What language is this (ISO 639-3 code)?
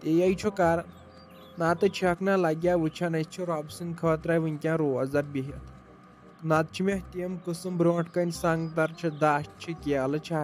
kas